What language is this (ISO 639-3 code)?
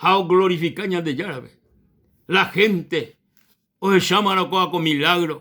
grn